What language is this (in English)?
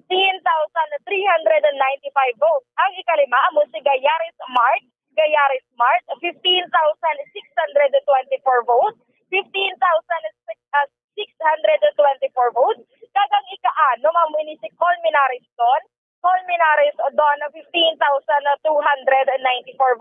Hiligaynon